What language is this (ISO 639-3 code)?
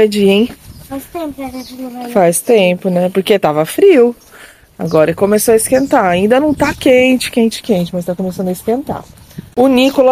por